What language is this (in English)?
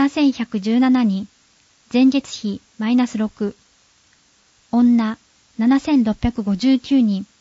Japanese